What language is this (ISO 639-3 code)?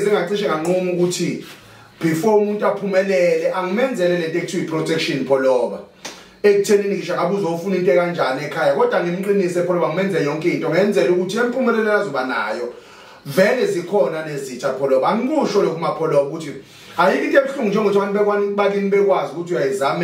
zul